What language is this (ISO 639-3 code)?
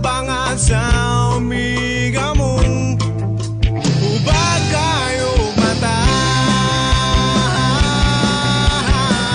ceb